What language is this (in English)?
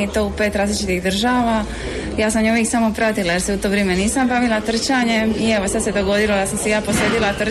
Croatian